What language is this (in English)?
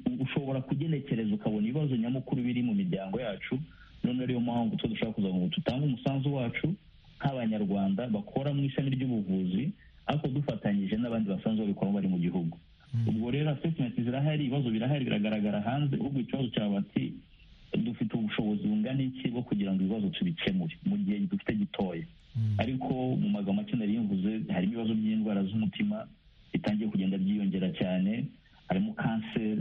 Kinyarwanda